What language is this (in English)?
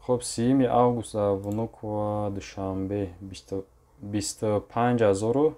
Tajik